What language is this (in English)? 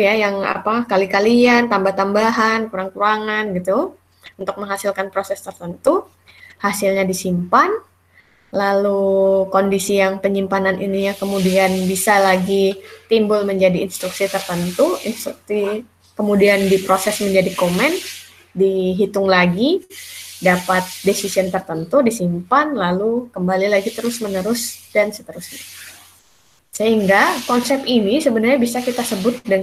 Indonesian